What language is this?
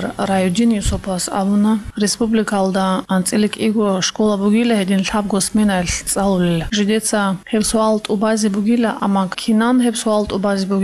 Avaric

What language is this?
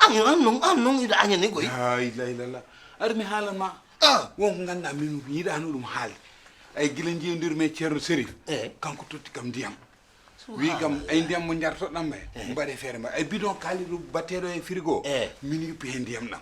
Fula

